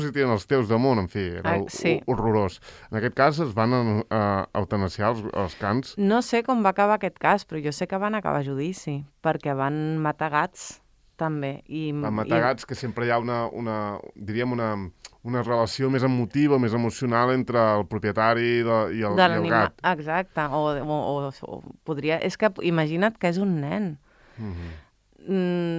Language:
Catalan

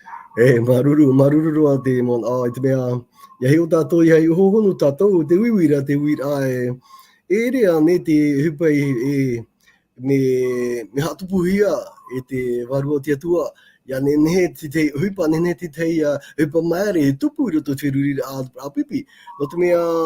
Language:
Tahitian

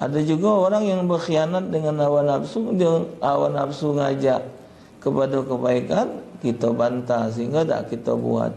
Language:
Musi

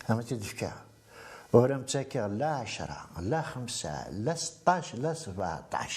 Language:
Kabyle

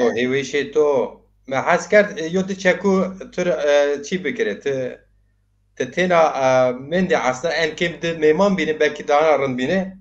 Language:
Zaza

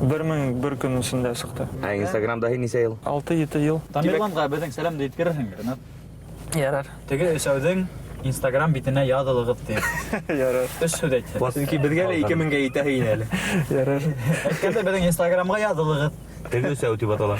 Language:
Bashkir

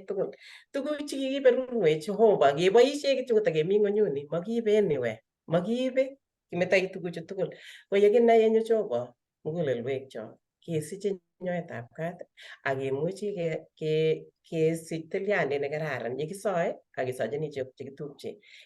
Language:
Kalenjin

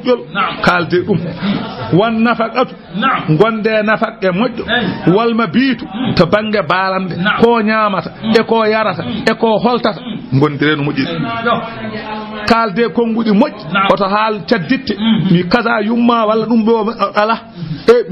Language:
Fula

